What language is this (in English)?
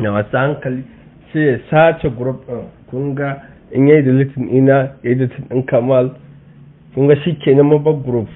Hausa